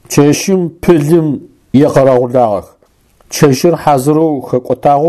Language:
Adyghe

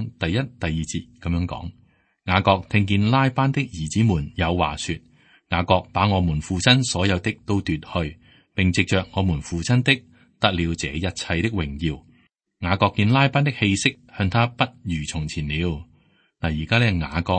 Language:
Cantonese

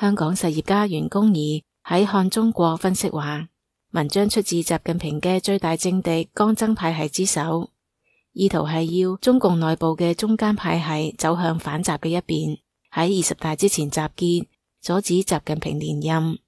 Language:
Cantonese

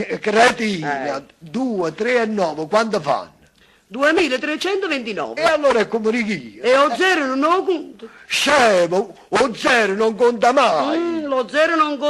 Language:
Neapolitan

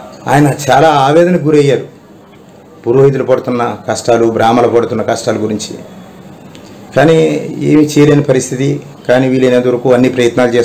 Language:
Telugu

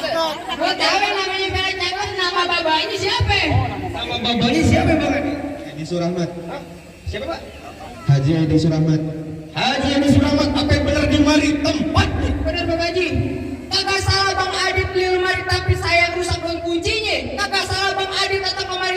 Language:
Betawi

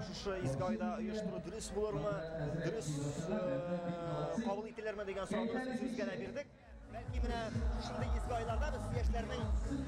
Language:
Tatar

